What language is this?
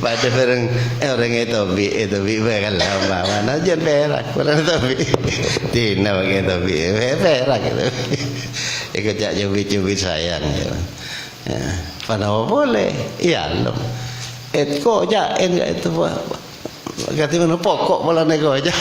Madurese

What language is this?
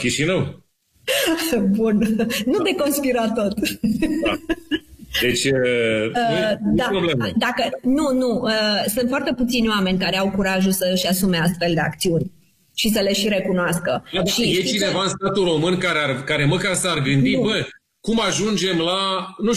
Romanian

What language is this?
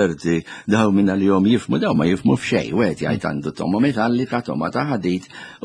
Maltese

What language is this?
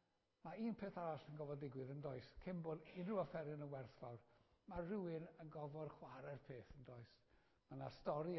Welsh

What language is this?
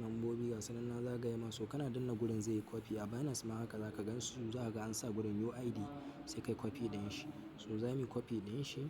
Hausa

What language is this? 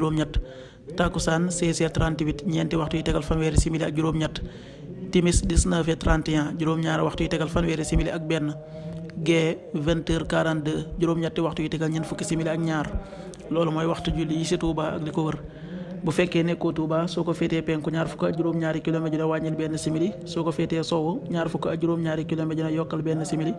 Wolof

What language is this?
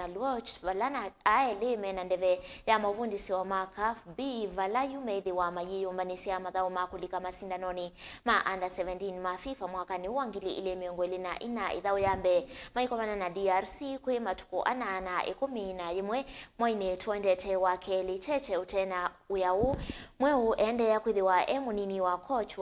Kamba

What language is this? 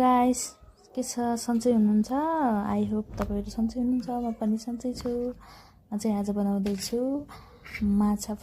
Nepali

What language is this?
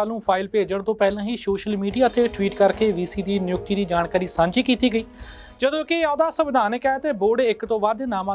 Punjabi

